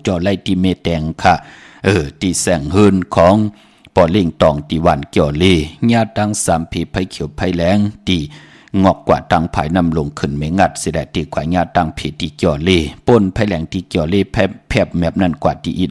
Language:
Shan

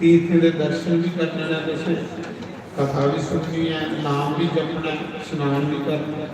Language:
Dogri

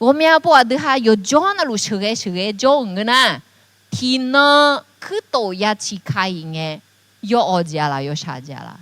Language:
Akha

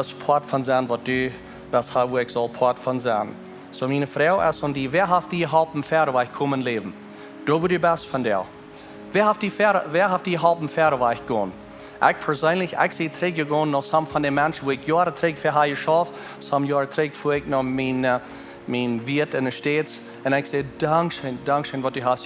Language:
Plautdietsch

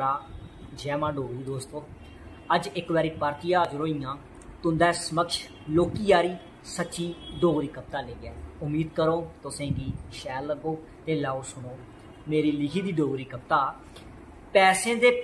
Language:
Dogri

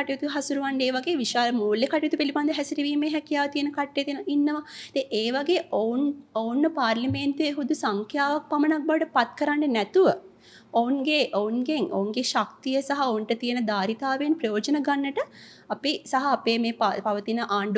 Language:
Sinhala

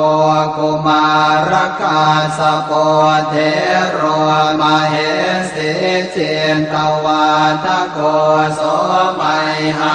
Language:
Pali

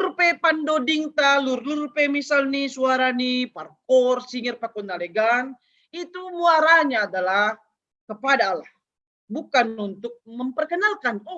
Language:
Batak Simalungun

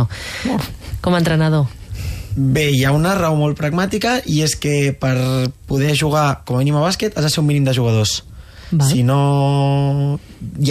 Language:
Catalan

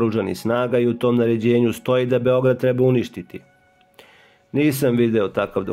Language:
Serbian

